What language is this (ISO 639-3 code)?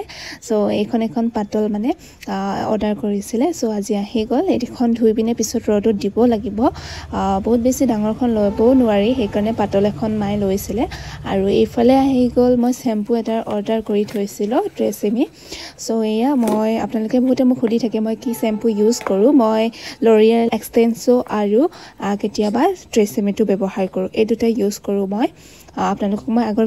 asm